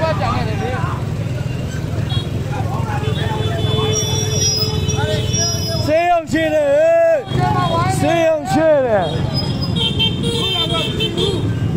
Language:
Burmese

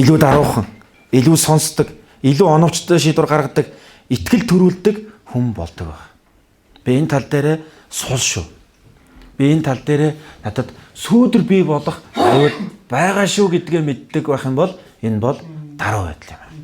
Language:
Mongolian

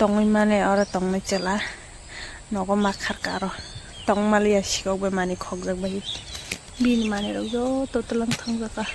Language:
Kok Borok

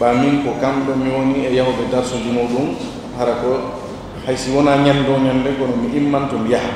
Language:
Fula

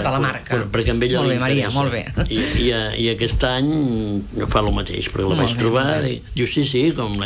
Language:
Catalan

